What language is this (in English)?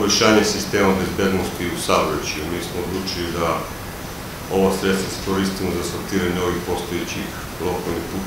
Serbian